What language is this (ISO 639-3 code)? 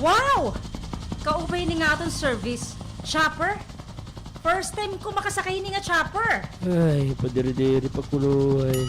war